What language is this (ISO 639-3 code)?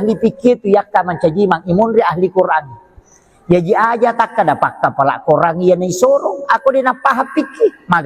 bug